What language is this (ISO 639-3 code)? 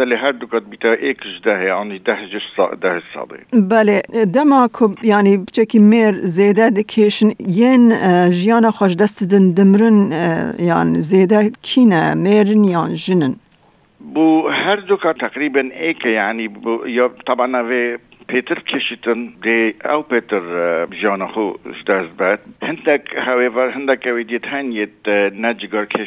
kur